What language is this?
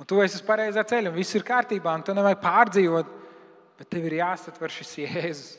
Latvian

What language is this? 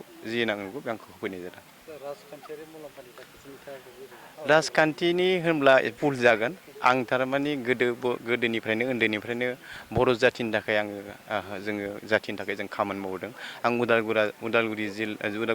Bodo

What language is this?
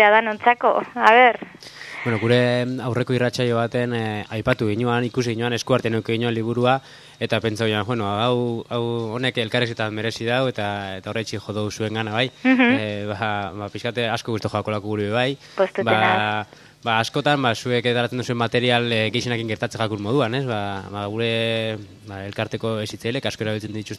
Basque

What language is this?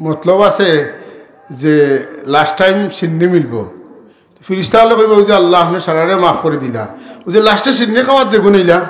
Sylheti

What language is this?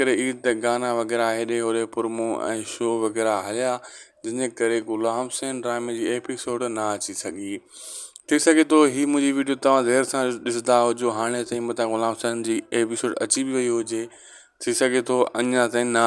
Sindhi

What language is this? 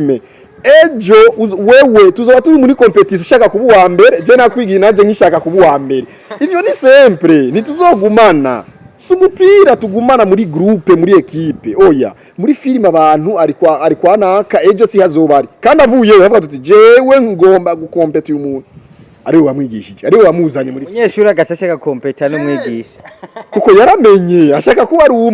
Rundi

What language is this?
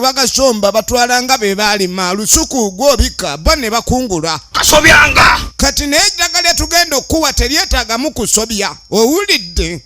Ganda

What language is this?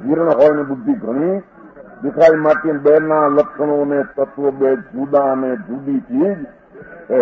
Gujarati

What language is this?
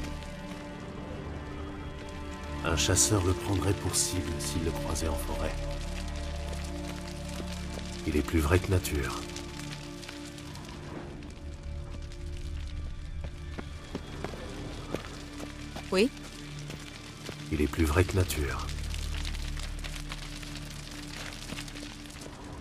French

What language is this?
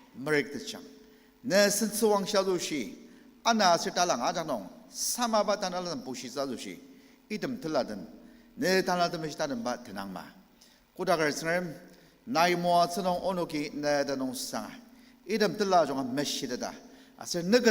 Ao Naga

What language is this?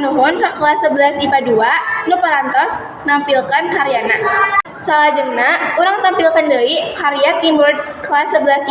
Sundanese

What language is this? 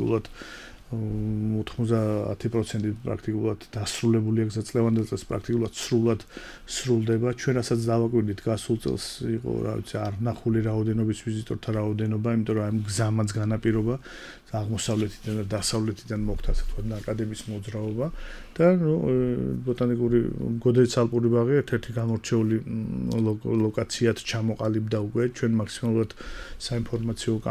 Georgian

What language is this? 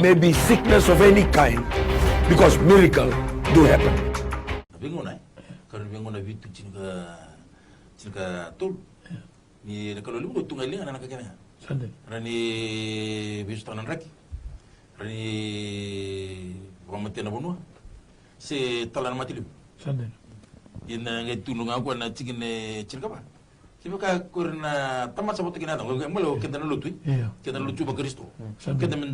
Fijian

